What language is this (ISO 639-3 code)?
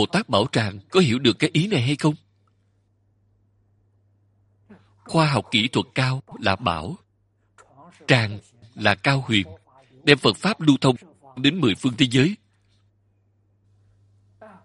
vie